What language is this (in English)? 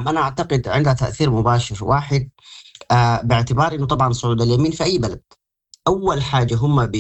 Sudanese Arabic